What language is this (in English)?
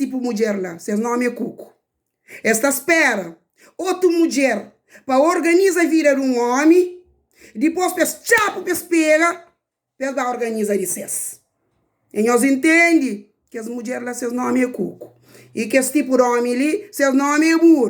Kabuverdianu